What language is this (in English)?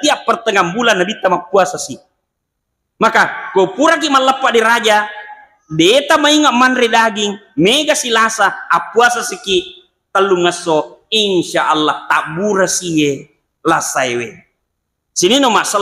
Buginese